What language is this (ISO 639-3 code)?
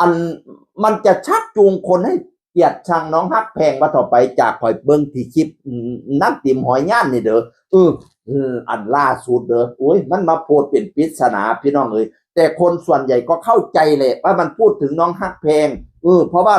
tts